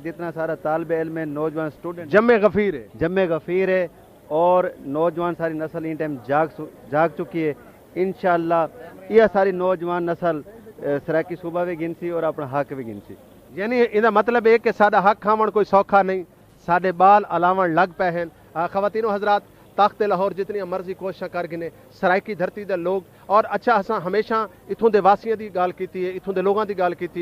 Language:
Saraiki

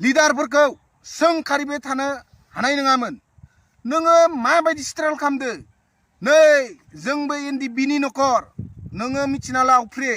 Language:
Bodo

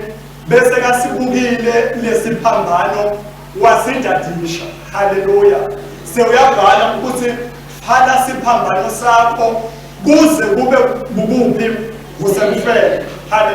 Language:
Swati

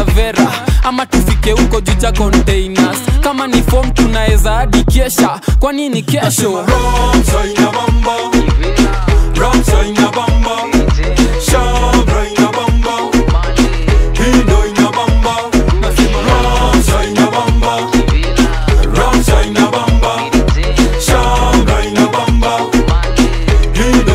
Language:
Swahili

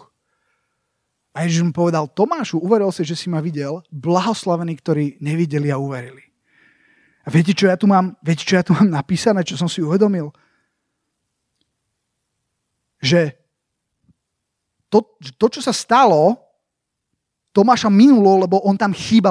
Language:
Slovak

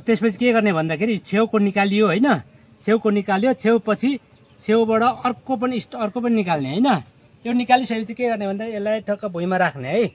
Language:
Nepali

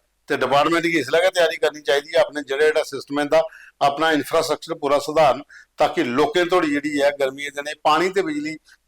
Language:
Dogri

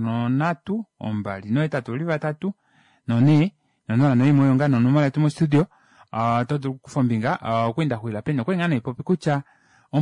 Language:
Kuanyama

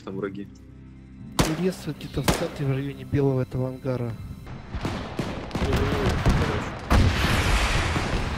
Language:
Russian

